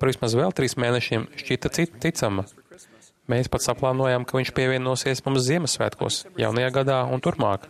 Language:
Latvian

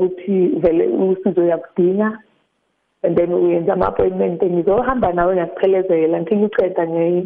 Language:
South Ndebele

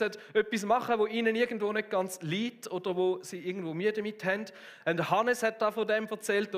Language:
Swiss German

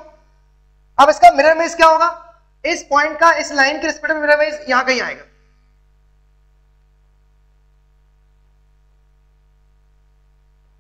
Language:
Hindi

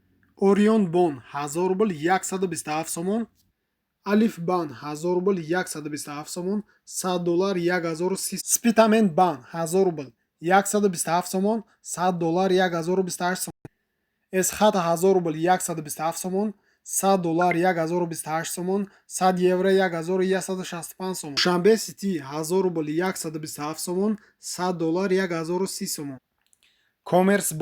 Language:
Tajik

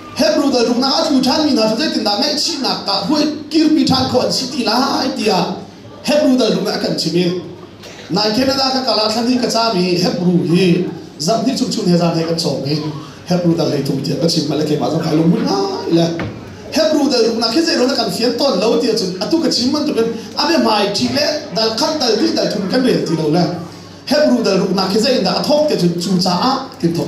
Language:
Hakha Chin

